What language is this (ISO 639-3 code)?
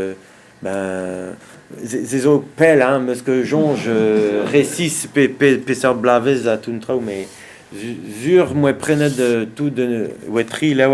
bre